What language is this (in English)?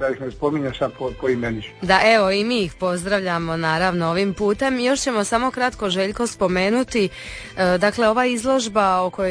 Croatian